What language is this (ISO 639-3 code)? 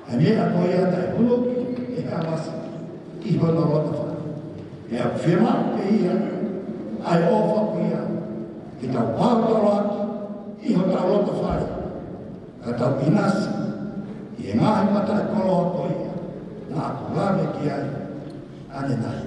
ton